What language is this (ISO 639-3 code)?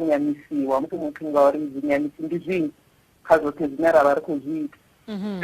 ven